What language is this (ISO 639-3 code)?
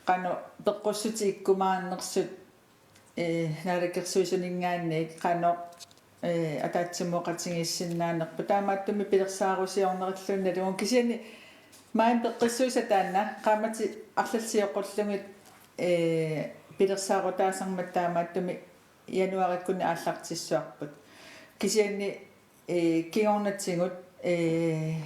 kal